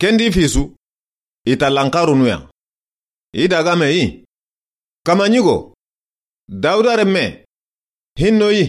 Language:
Soninke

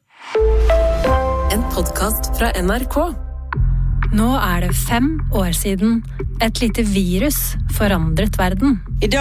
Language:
Norwegian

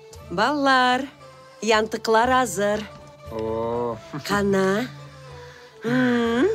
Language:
Crimean Tatar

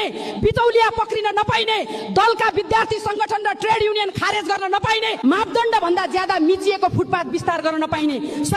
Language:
Nepali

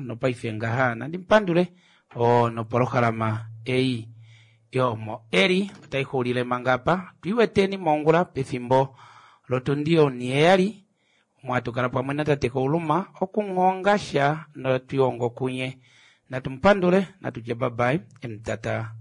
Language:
Kuanyama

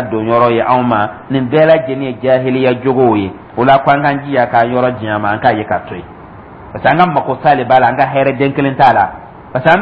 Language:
Dyula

